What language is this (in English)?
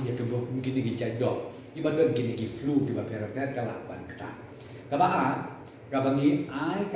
Khasi